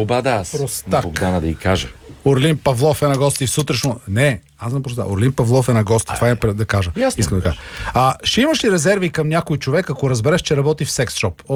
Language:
Bulgarian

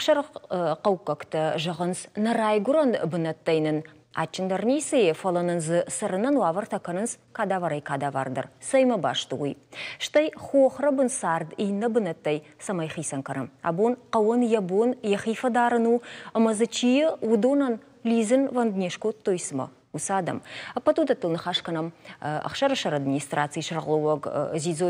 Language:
Ossetic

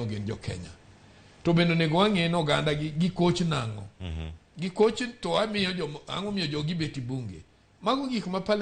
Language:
Luo (Kenya and Tanzania)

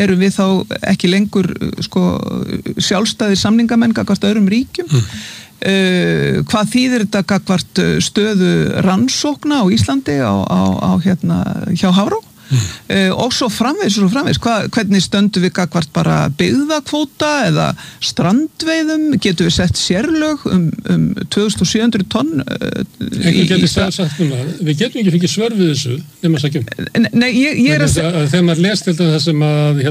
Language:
Icelandic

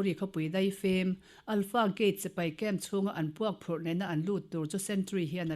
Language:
Mizo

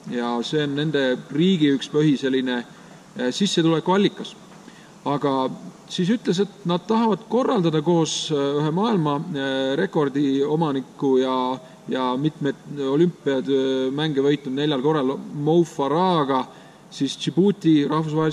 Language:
Estonian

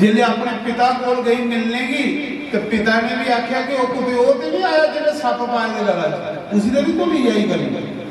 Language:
Dogri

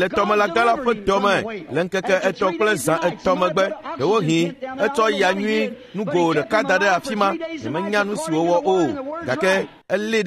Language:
Ewe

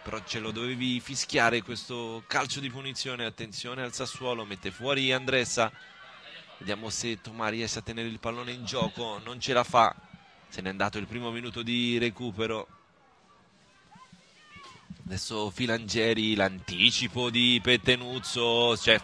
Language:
Italian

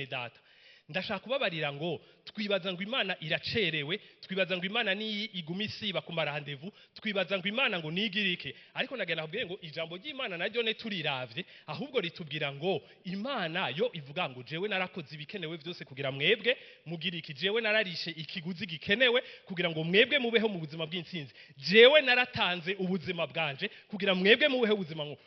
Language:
Rundi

